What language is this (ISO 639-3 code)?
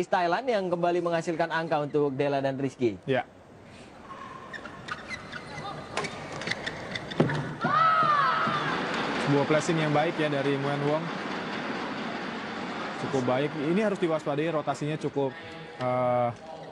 ind